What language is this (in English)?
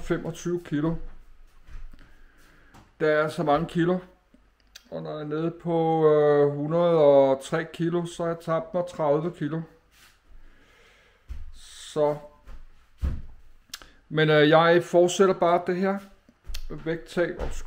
Danish